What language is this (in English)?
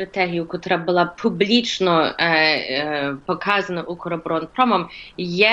Ukrainian